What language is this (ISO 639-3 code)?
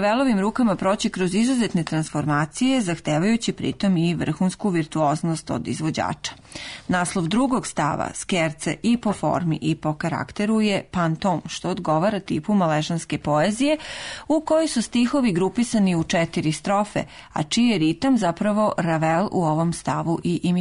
srp